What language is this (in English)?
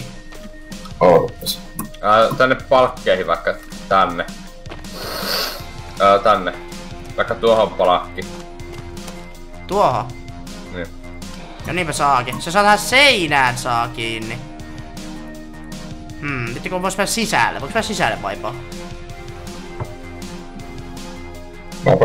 Finnish